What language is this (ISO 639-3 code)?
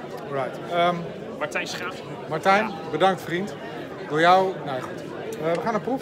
nld